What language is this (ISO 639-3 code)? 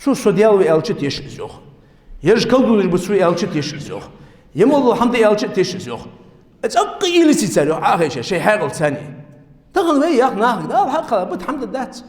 inh